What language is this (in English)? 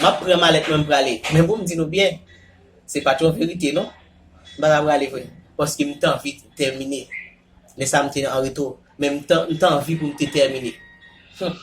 Haitian Creole